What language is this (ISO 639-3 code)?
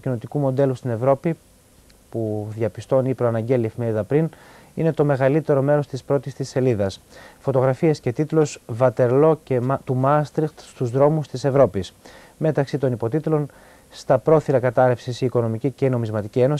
ell